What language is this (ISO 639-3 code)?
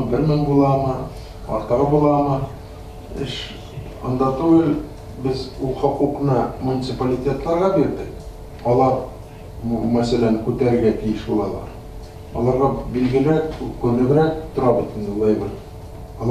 tat